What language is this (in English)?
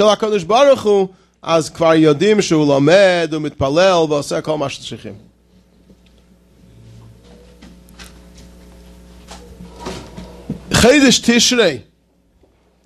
Hebrew